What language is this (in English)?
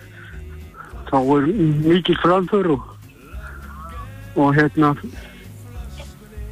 Icelandic